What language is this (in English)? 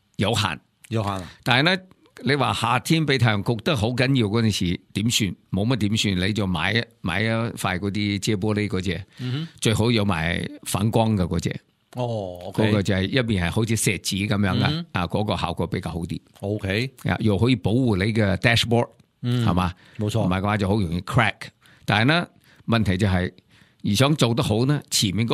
Cantonese